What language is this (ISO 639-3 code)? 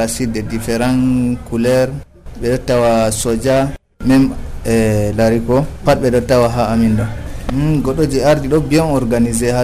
fuv